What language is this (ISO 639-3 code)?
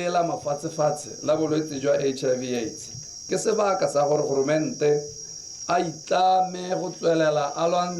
tsn